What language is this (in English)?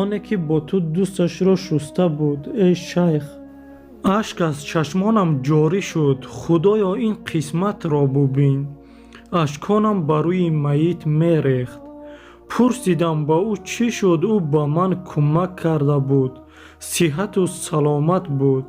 Tajik